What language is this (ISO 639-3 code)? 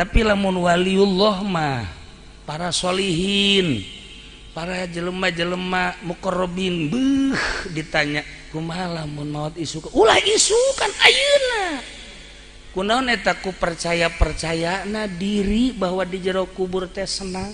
sun